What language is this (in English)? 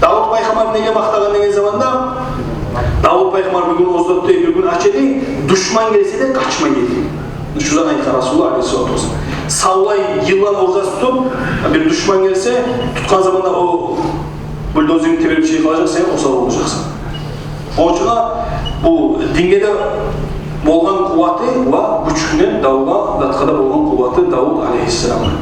Kumyk